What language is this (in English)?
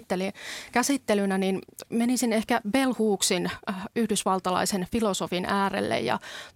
Finnish